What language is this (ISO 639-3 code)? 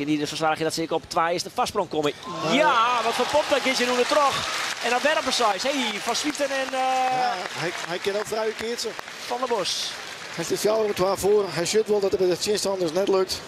fry